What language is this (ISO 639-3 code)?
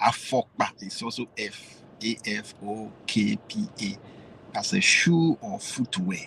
ewe